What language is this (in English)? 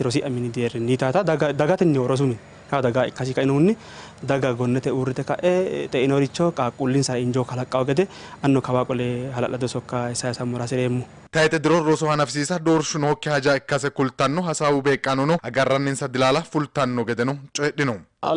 Sidamo